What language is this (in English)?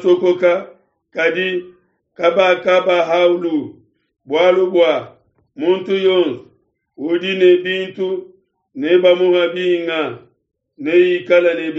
Luba-Lulua